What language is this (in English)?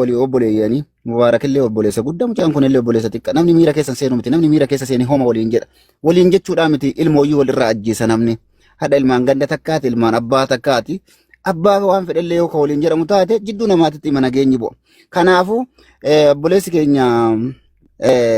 Oromo